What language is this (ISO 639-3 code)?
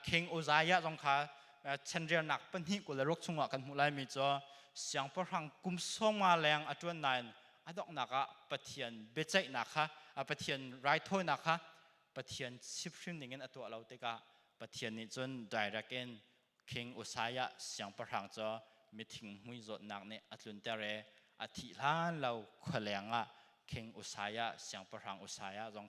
cnh